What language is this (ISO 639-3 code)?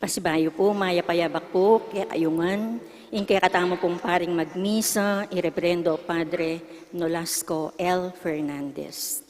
pam